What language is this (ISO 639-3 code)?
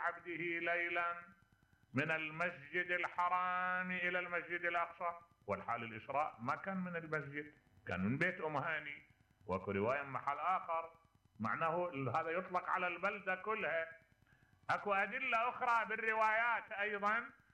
acm